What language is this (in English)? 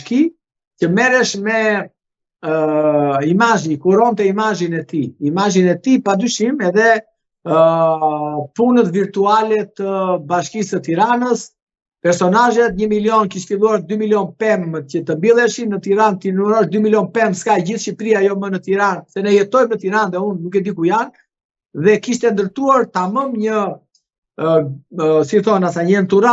Albanian